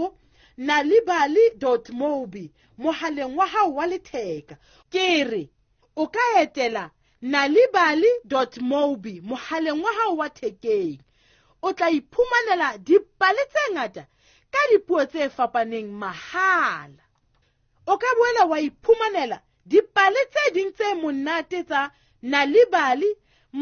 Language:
Southern Sotho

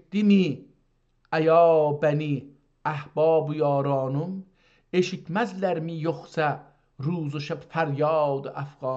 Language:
South Azerbaijani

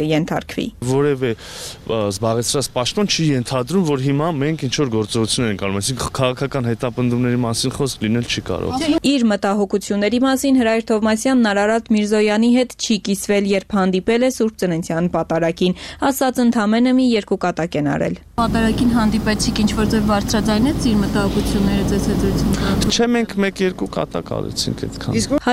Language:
Armenian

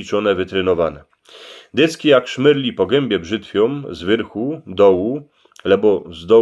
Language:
Silesian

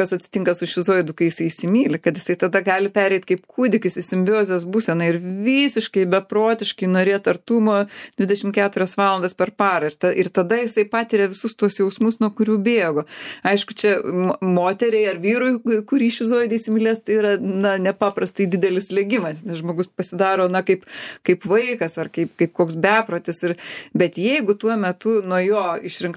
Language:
Lithuanian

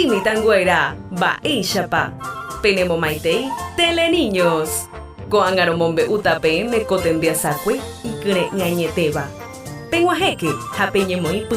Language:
Guarani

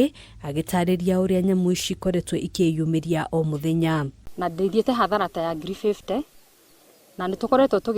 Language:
Kikuyu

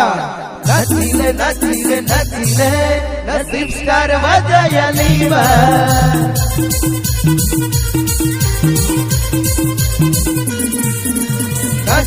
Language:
Bhojpuri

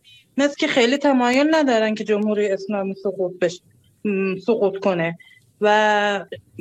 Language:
Persian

